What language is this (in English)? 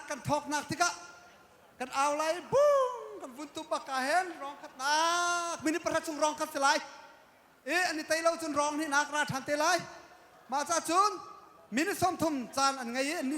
Hakha Chin